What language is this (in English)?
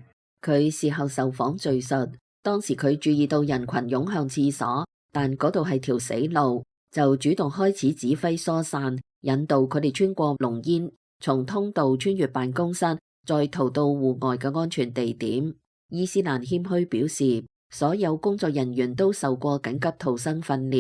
Cantonese